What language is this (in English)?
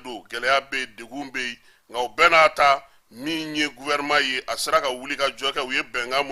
Bambara